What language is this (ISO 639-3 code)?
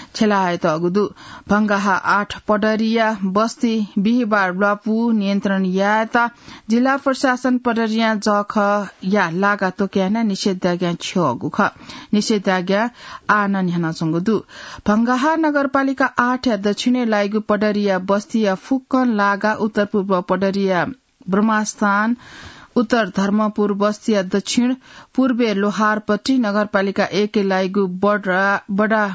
new